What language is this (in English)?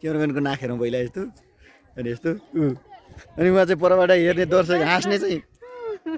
Nepali